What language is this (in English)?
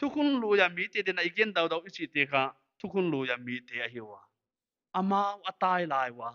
Paite Chin